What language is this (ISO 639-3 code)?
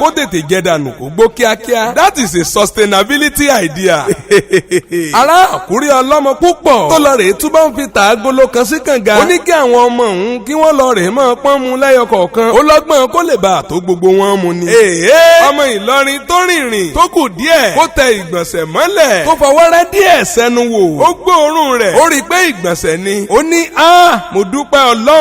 yor